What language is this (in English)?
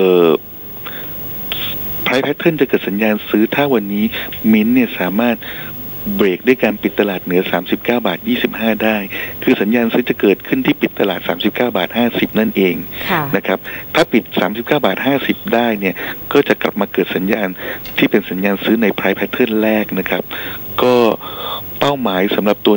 Thai